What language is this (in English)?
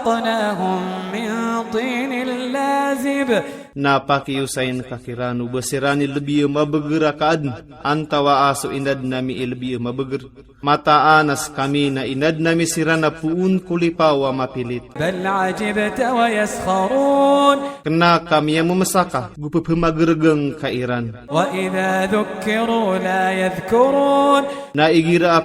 Maranao